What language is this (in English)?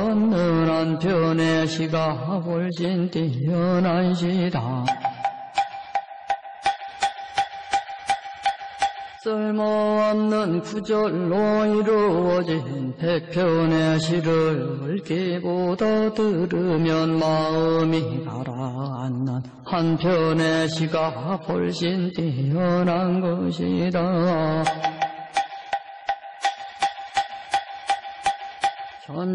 Korean